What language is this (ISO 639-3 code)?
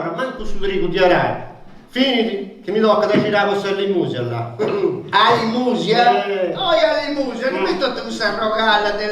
srd